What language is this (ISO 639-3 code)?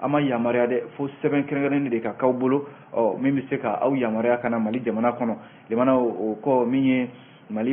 bam